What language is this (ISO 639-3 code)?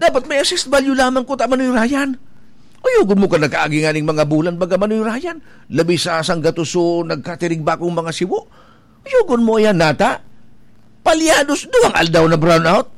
bik